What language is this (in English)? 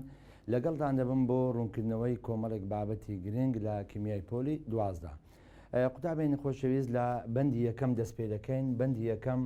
Central Kurdish